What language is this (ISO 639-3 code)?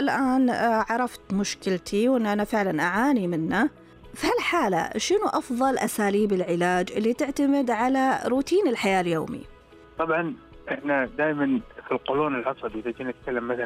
ars